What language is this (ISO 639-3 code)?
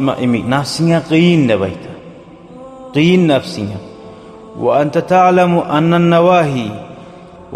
kum